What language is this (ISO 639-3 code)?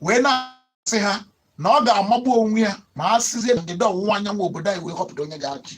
ibo